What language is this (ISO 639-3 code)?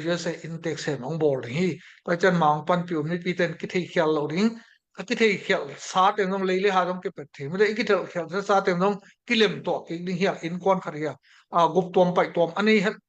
ctd